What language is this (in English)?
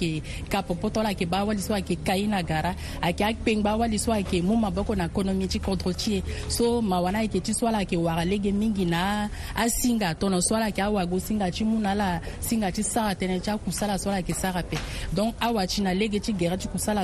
Sango